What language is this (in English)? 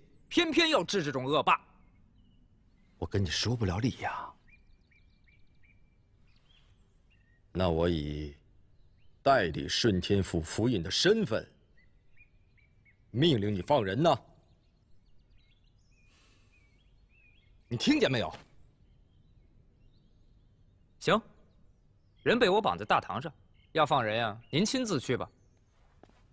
Chinese